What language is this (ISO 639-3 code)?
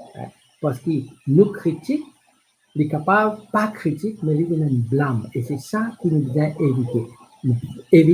mfe